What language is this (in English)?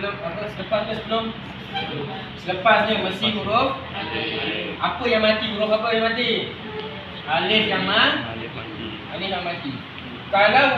Malay